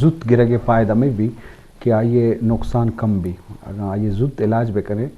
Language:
Eastern Balochi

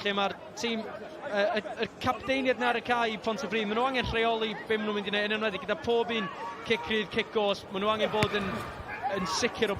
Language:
Welsh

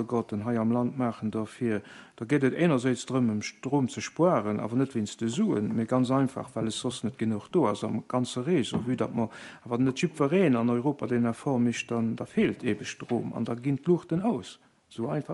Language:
Luxembourgish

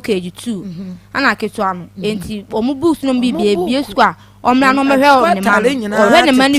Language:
Akan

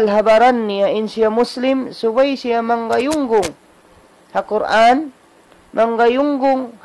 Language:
Tausug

